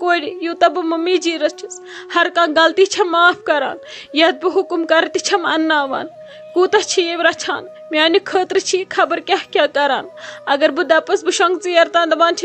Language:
Kashmiri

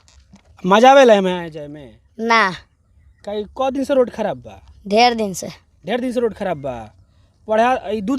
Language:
Bhojpuri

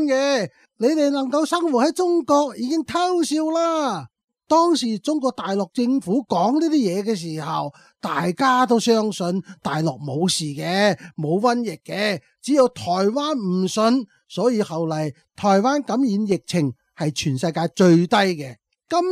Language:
Cantonese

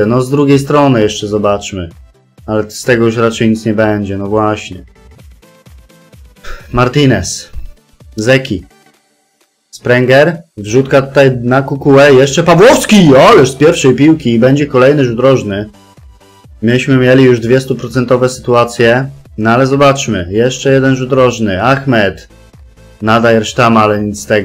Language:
Polish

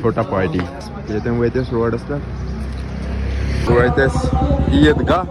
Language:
Kashmiri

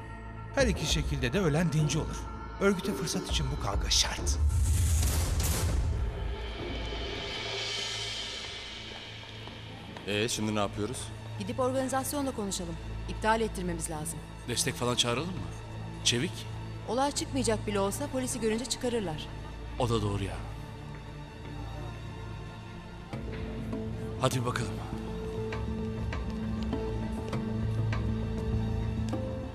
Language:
Turkish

